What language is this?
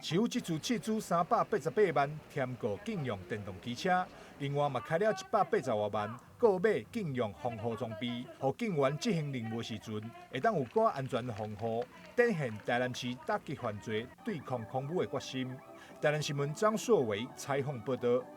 Min Nan Chinese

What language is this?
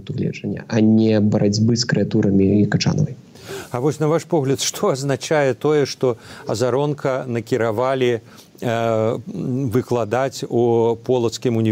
Belarusian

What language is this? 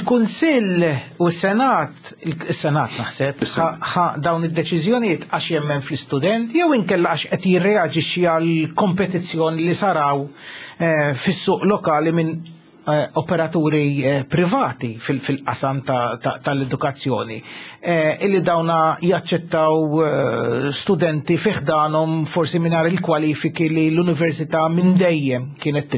Maltese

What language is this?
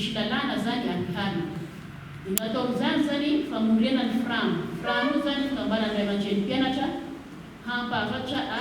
Malagasy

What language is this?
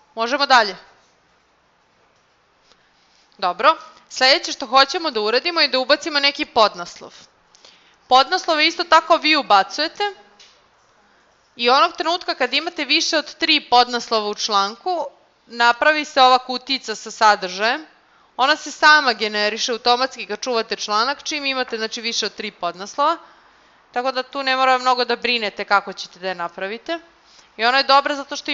Serbian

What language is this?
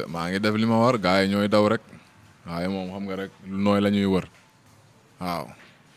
Wolof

